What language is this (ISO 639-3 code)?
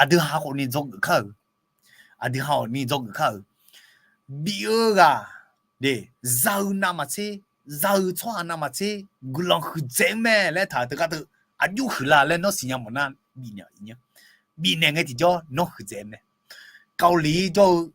ahk